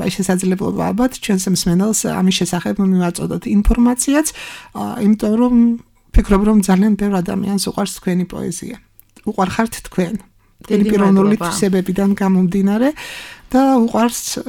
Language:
Georgian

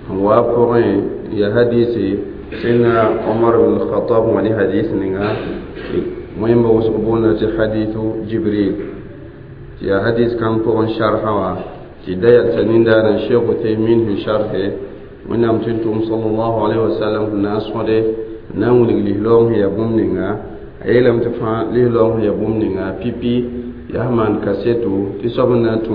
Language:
Mossi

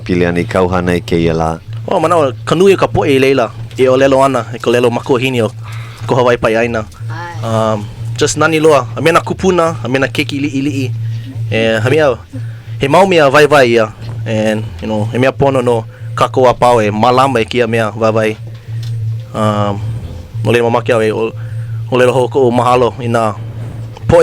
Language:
Hawaiian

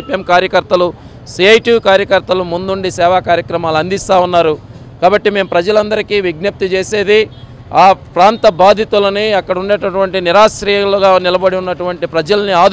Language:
Telugu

